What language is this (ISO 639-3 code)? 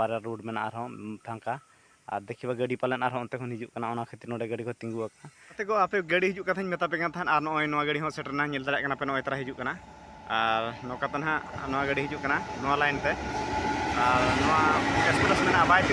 sat